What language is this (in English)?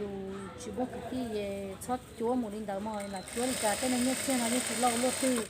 Hmong